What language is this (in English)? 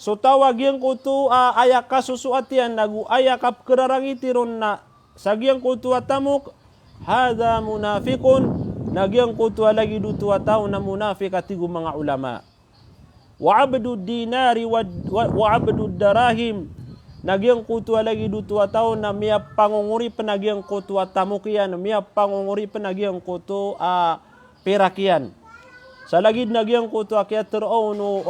Maranao